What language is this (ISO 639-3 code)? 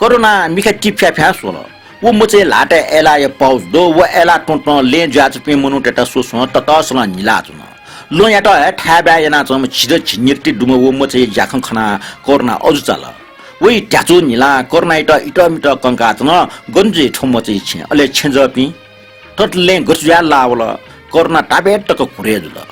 new